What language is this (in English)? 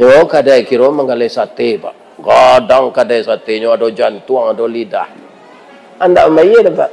Minangkabau